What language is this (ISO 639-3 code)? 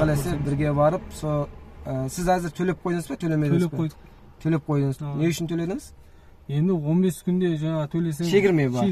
kaz